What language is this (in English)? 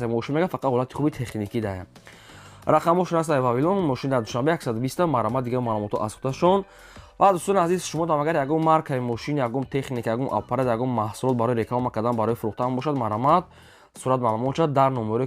Tajik